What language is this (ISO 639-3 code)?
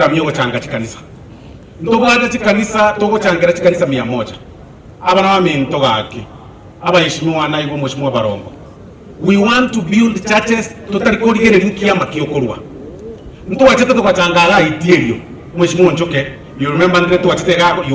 guz